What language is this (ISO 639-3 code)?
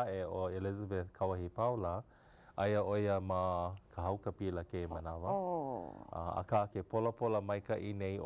haw